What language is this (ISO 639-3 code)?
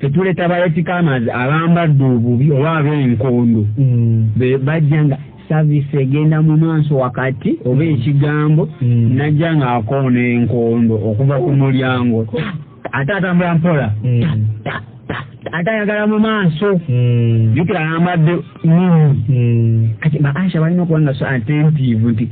lug